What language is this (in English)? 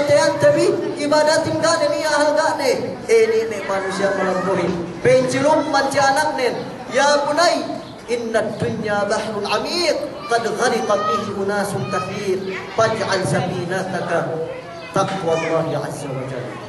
Yakan